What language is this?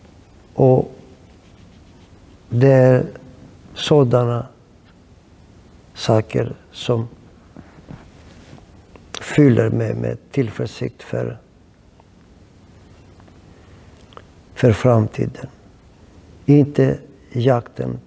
Swedish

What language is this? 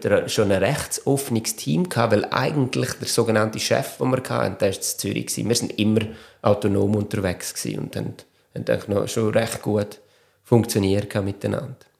German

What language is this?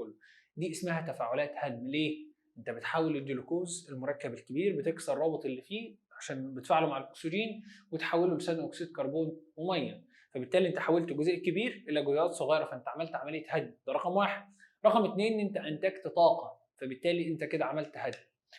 Egyptian Arabic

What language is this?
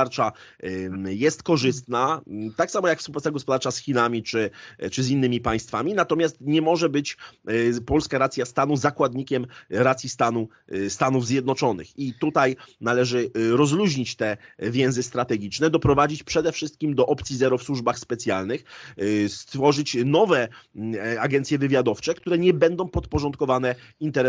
Polish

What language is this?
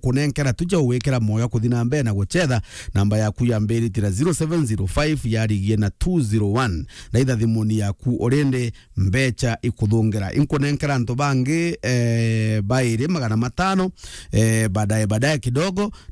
Meru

